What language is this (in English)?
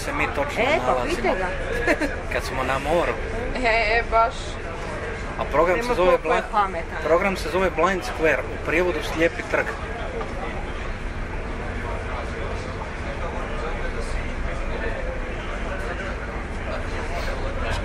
Croatian